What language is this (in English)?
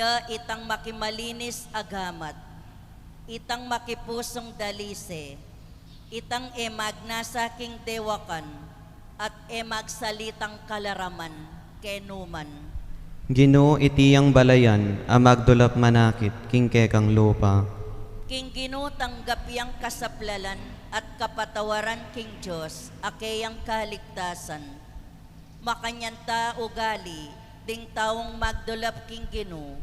Pampanga